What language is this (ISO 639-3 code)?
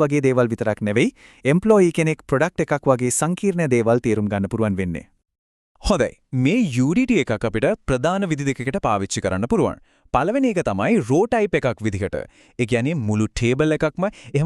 sin